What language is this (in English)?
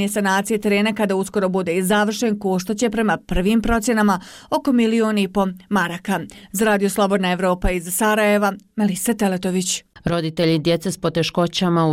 Bosnian